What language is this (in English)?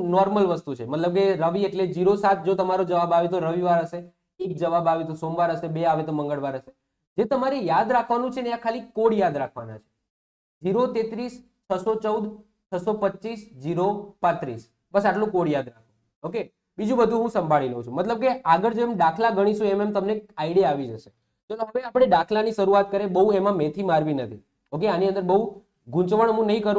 Gujarati